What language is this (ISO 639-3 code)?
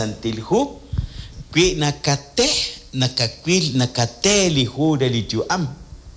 kek